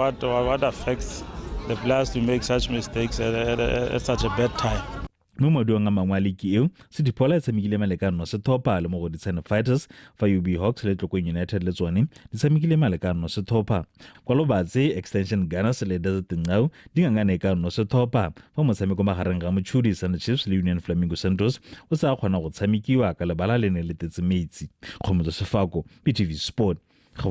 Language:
Tswana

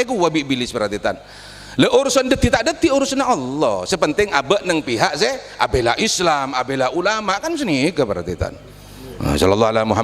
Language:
Madurese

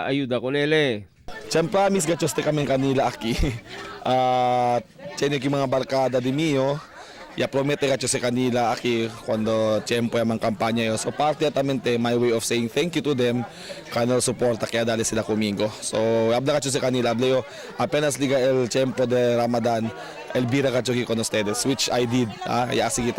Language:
Chavacano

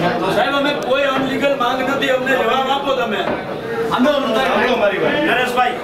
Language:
Gujarati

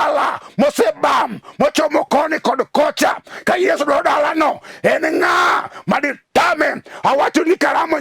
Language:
Luo (Kenya and Tanzania)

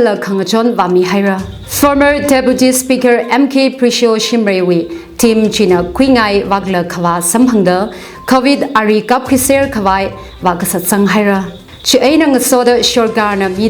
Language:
Tangkhul Naga (India)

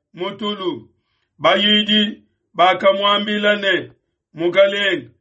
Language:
Luba-Lulua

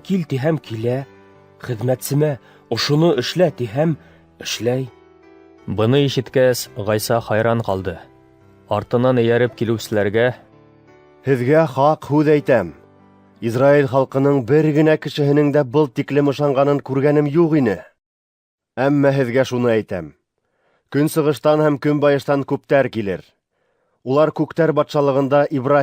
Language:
Bashkir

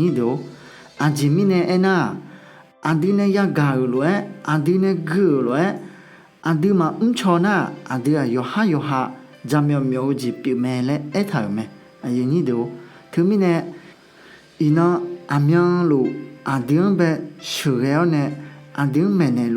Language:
Akha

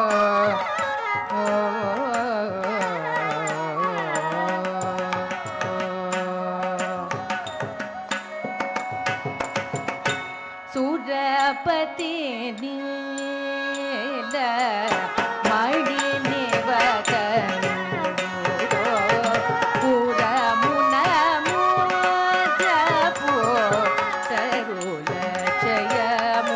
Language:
Telugu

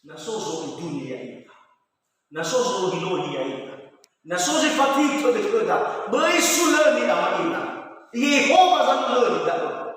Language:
Nias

